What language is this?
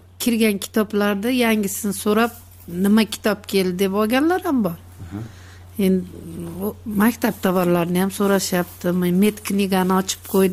Kyrgyz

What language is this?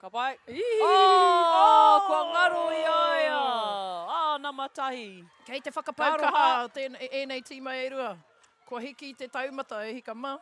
Māori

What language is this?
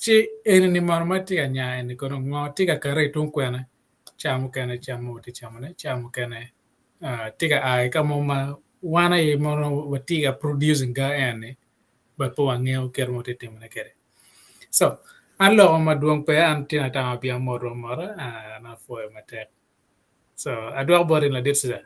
Acoli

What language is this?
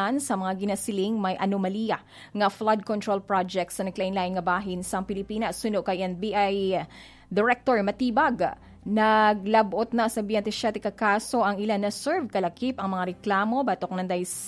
Hiligaynon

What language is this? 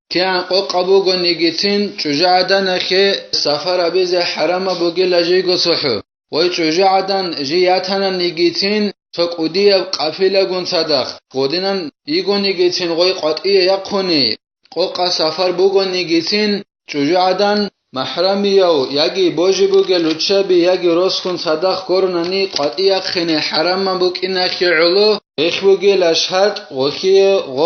Avaric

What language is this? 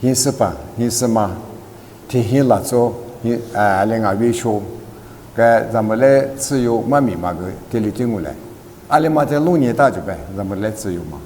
Lisu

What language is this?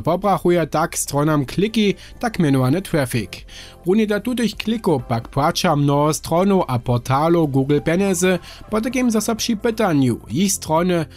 Upper Sorbian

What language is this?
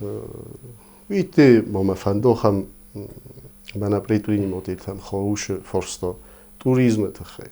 Ossetic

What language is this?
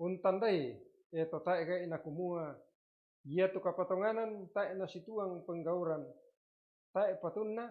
Toraja-Sa'dan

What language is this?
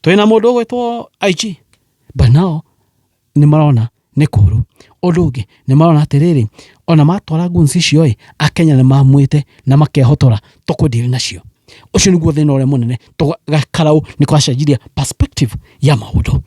Kikuyu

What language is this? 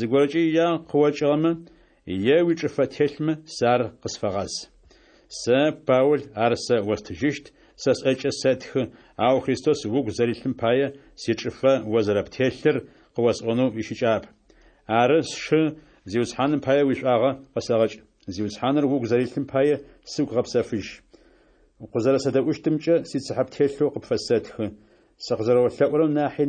Adyghe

